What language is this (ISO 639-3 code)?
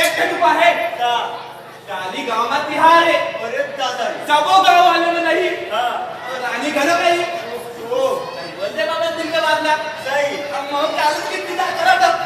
hne